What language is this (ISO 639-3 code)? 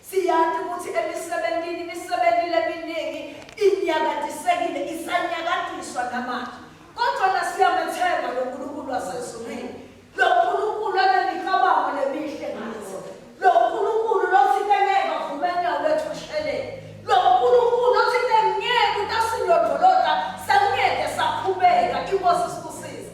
ssw